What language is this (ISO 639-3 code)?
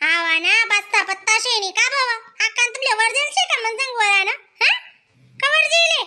khn